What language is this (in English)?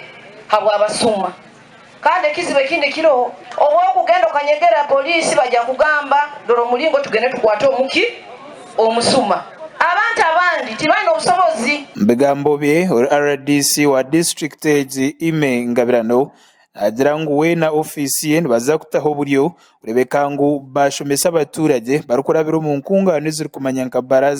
Nyankole